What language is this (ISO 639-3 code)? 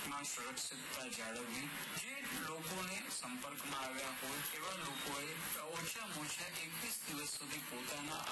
guj